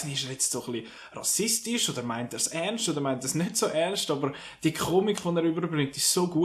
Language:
Swiss German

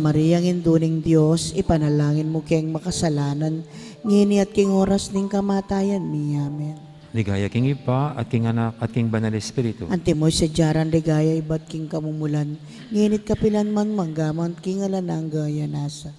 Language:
Pampanga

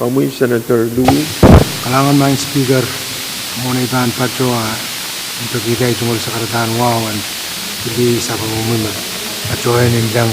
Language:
Pohnpeian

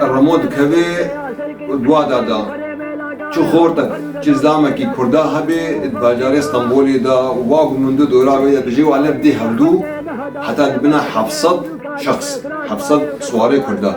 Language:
Kurdish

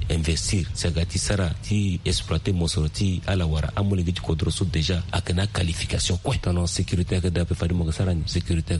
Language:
Sango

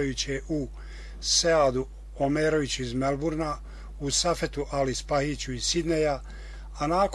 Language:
Bosnian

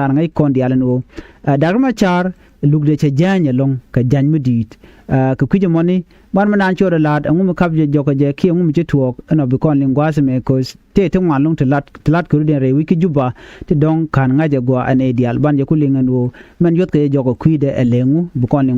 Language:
Nuer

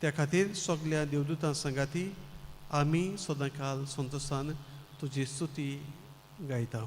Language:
Konkani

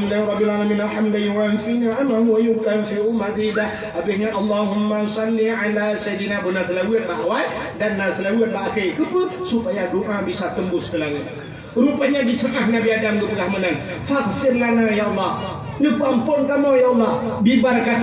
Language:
Achinese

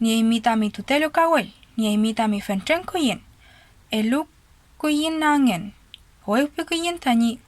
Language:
Mapuche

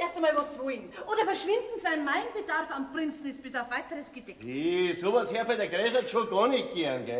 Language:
Bavarian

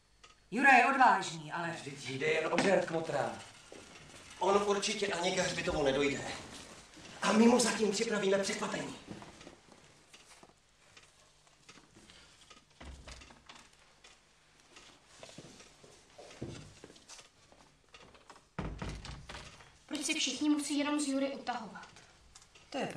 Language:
Czech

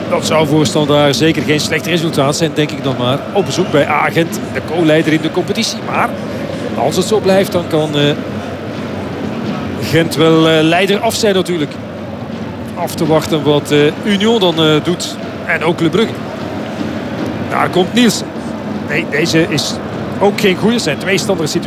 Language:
Dutch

